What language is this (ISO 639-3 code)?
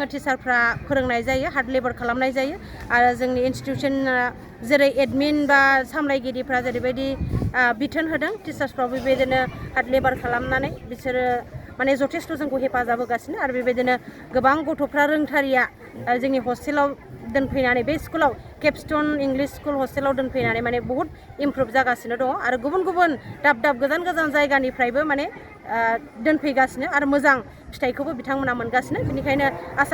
brx